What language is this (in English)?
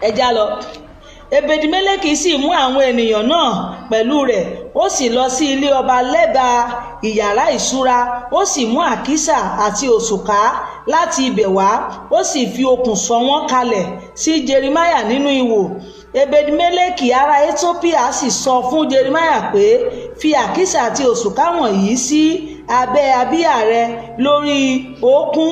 Yoruba